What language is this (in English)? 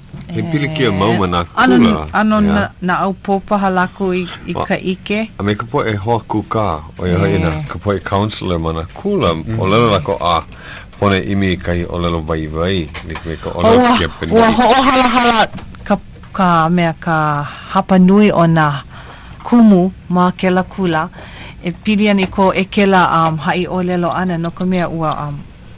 Hawaiian